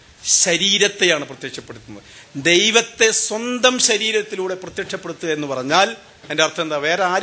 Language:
Malayalam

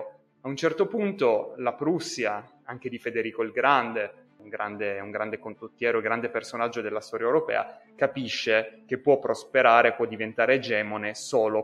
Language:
Italian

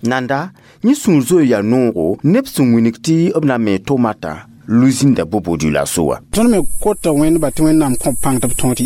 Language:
Mossi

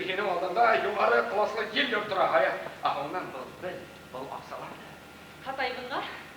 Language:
Bashkir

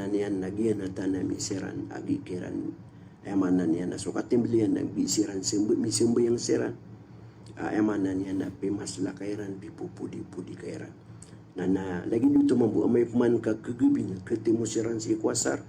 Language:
Maranao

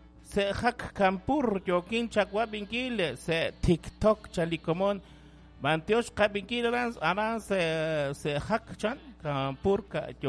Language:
Kekchí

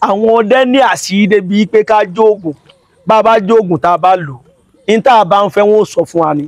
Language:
Yoruba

